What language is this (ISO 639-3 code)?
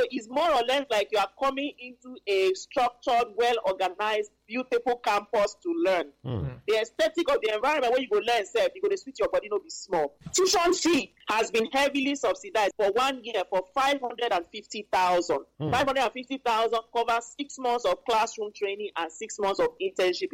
pcm